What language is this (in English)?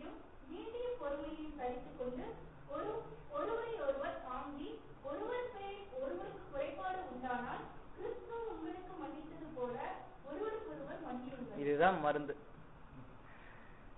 Tamil